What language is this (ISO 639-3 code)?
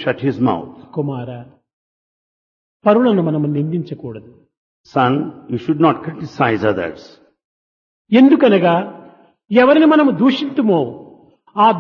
tel